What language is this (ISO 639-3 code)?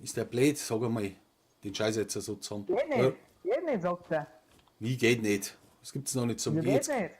bar